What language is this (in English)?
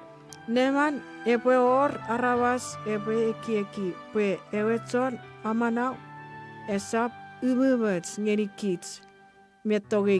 Chuukese